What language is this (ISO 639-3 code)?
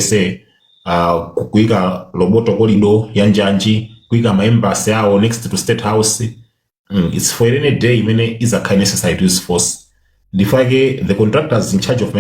nya